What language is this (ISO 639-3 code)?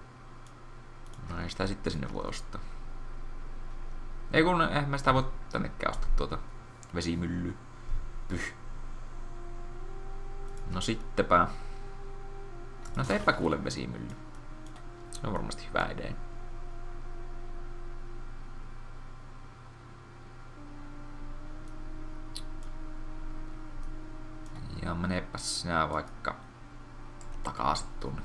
fin